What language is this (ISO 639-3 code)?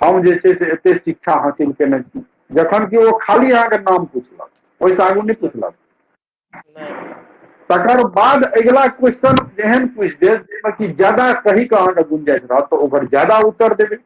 mai